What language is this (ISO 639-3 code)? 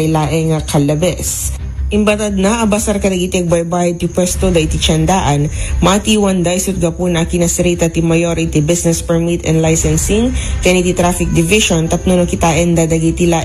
ilo